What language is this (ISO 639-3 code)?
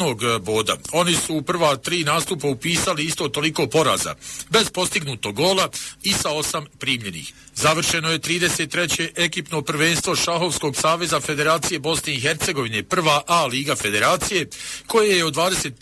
bos